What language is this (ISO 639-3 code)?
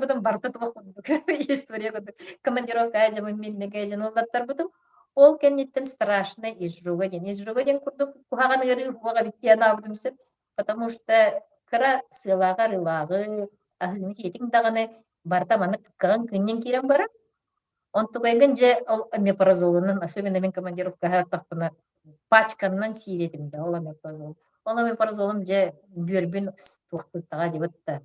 sah